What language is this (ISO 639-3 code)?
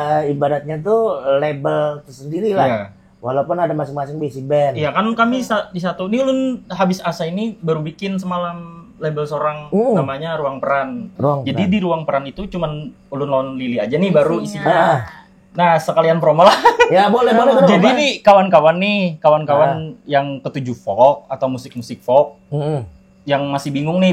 bjn